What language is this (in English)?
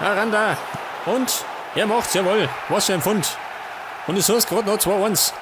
Bavarian